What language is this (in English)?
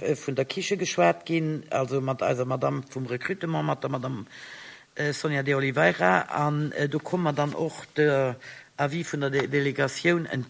Luxembourgish